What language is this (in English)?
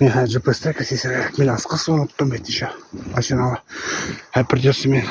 Bashkir